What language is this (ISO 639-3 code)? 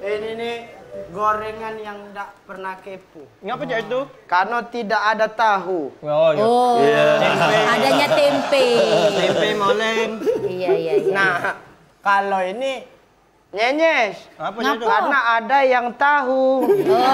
mui